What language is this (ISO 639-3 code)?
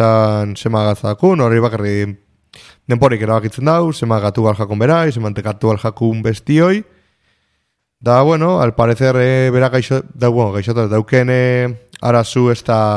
eus